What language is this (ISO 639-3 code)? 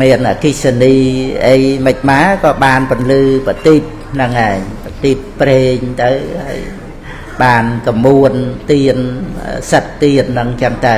khm